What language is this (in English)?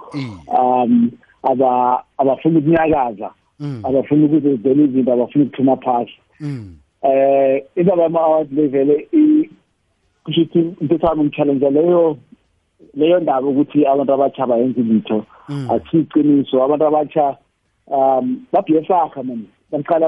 South Ndebele